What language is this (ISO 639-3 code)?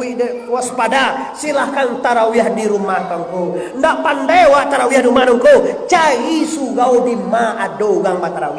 min